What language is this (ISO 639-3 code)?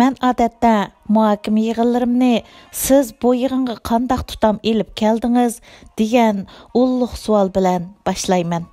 uig